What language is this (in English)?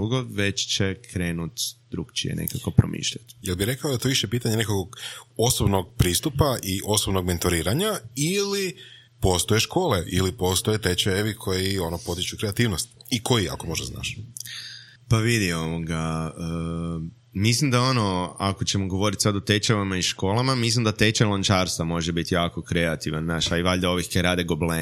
Croatian